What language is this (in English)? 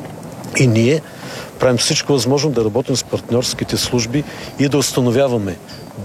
Bulgarian